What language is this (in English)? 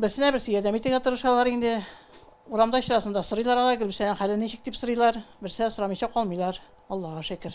Tatar